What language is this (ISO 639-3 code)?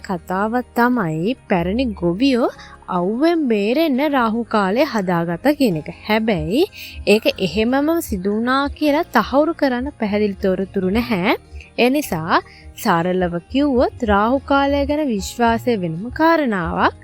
sin